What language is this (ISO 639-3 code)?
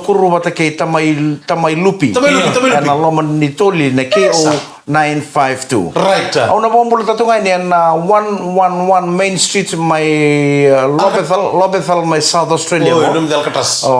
fij